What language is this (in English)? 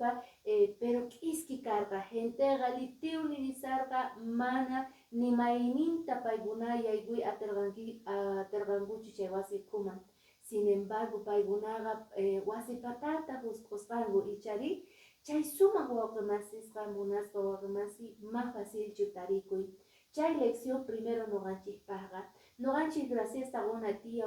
Quechua